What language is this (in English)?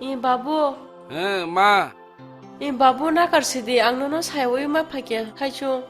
Kok Borok